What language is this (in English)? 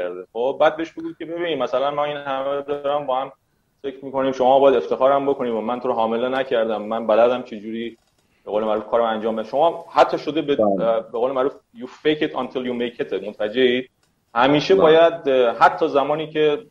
Persian